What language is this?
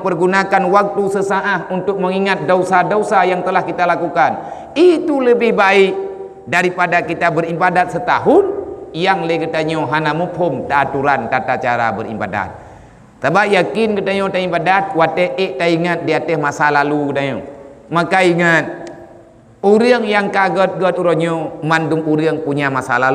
Achinese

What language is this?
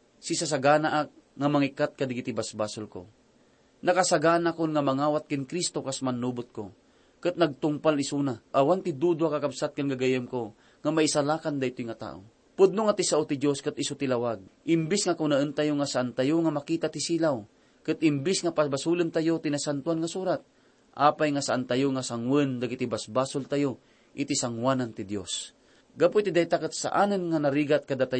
Iloko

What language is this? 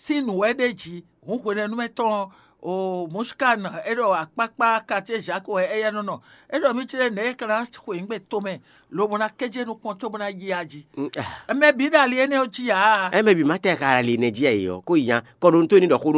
Fon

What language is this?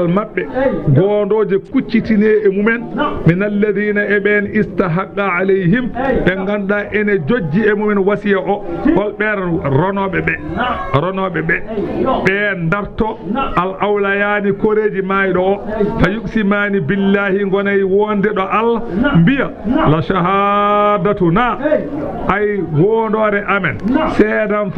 Fula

